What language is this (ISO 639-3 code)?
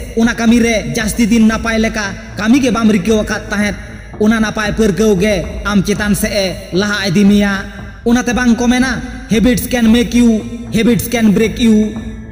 sat